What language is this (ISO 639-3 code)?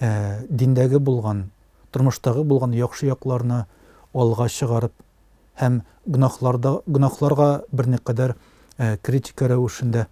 tat